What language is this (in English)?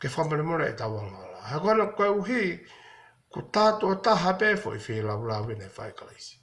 Tongan